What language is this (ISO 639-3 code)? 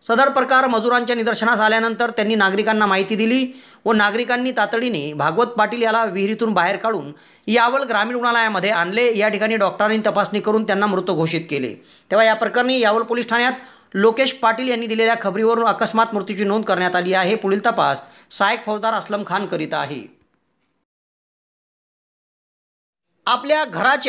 mar